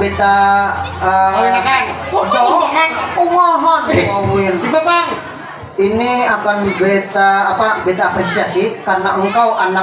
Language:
Banjar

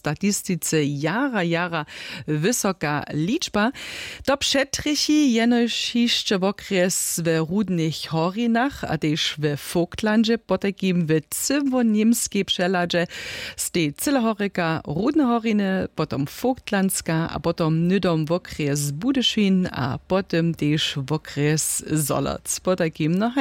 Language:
Upper Sorbian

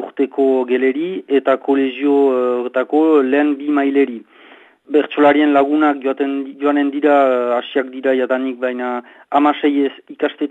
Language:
Basque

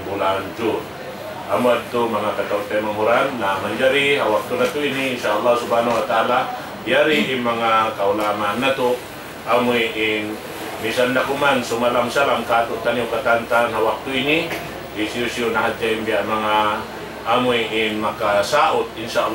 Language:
Tausug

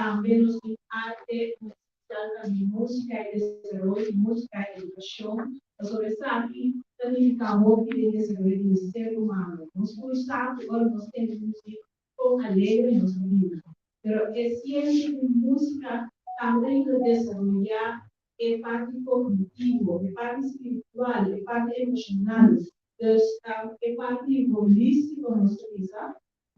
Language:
Papiamento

